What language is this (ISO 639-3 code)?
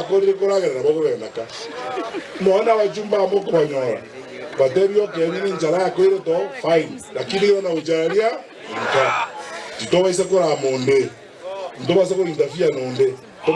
guz